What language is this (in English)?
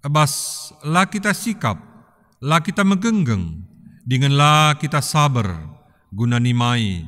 Batak Karo